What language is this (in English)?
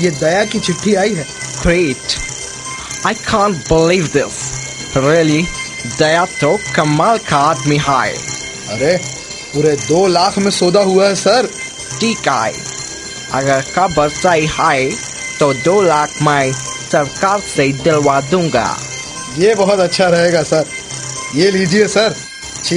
Hindi